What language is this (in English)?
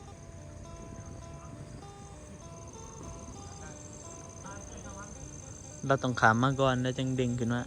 Northeastern Thai